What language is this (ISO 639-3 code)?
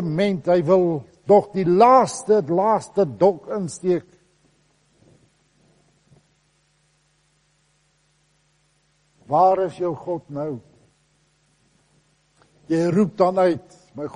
afr